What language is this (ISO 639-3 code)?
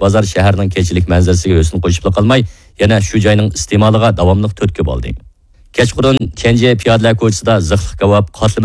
uig